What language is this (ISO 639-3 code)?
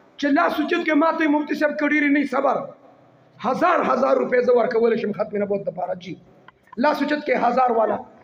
pus